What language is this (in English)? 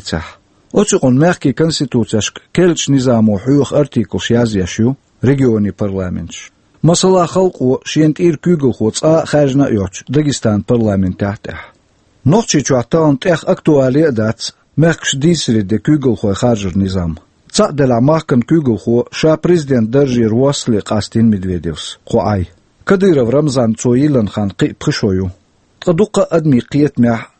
Chechen